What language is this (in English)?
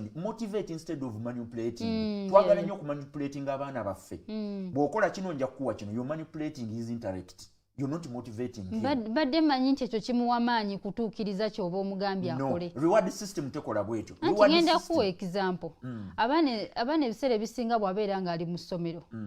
Ganda